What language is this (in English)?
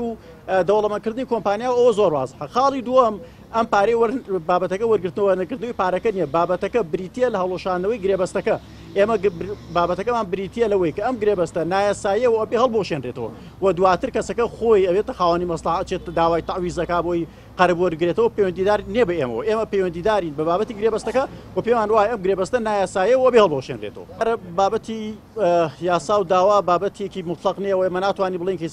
Central Kurdish